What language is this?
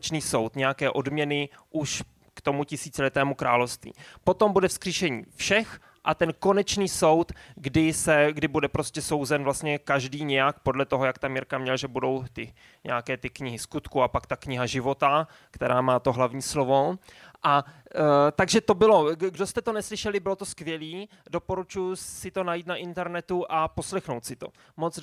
Czech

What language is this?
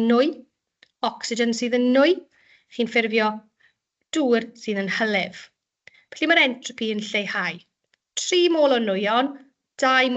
Welsh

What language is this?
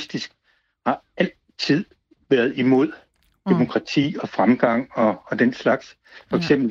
Danish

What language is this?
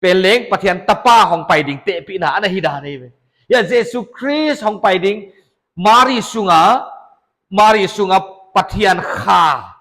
Paite Chin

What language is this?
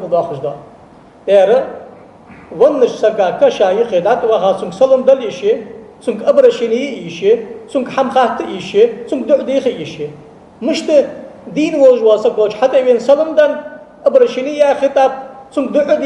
Ingush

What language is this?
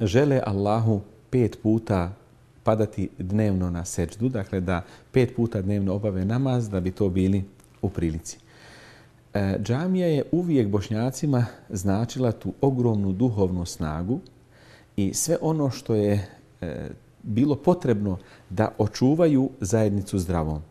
Bosnian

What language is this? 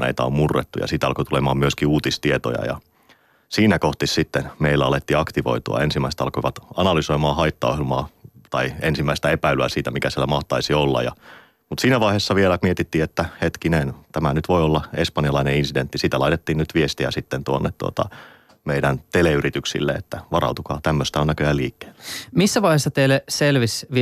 Finnish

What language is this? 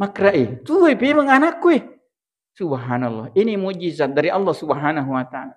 Buginese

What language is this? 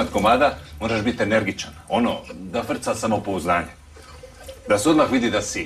Croatian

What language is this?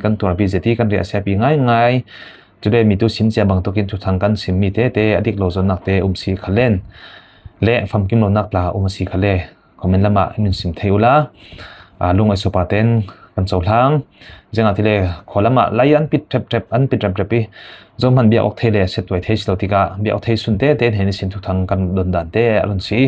Falam Chin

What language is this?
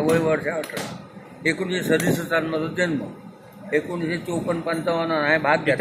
Konkani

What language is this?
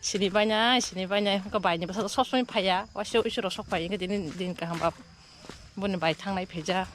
Kok Borok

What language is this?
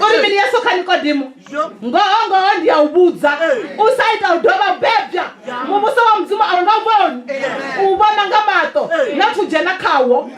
Venda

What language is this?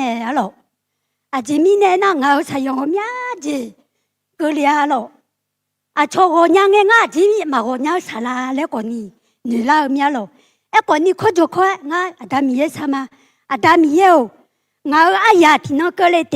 Akha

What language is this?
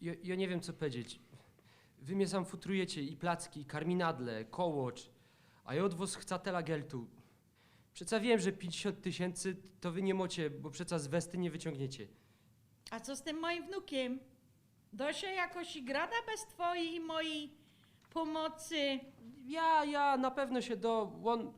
Silesian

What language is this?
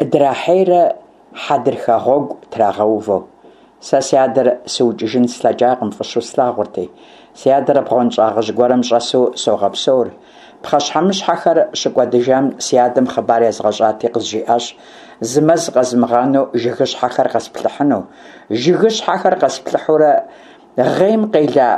Kabardian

